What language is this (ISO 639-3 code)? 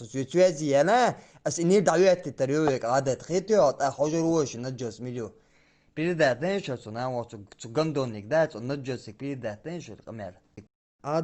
che